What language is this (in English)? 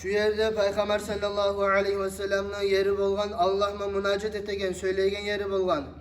Kumyk